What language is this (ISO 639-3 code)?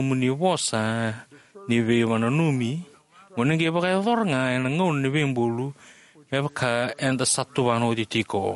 fij